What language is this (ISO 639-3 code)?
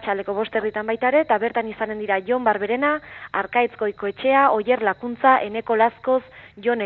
eus